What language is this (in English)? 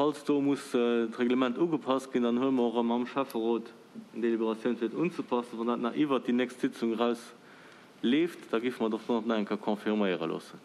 Luxembourgish